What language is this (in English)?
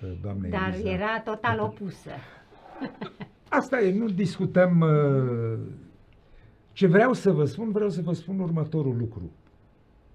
Romanian